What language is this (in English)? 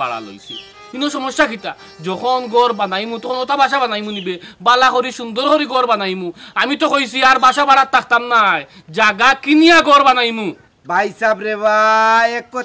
Sylheti